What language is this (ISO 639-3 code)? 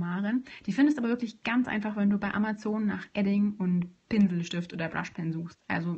deu